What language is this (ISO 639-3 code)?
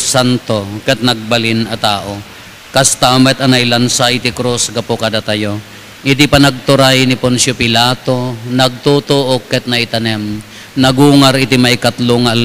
ilo